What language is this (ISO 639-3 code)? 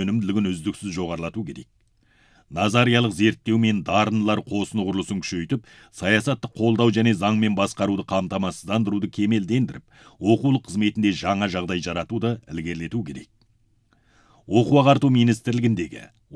kaz